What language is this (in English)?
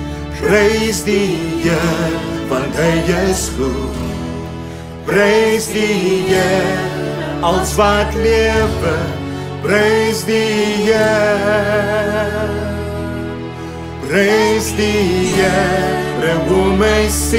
Afrikaans